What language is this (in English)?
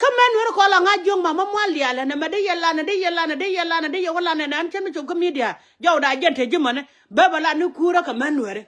Nuer